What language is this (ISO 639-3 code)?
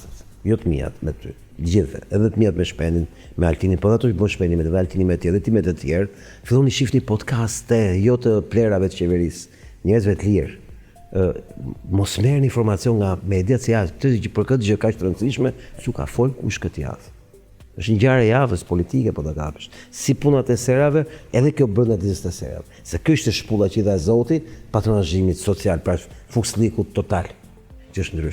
sqi